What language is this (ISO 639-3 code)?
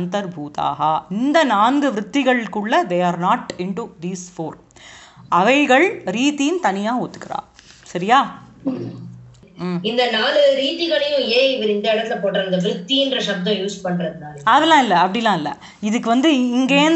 tam